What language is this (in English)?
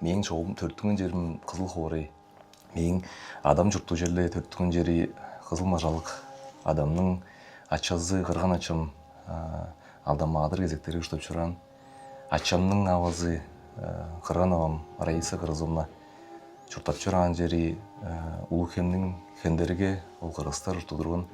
Tuvinian